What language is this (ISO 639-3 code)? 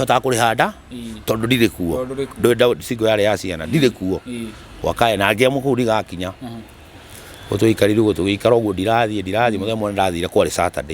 kik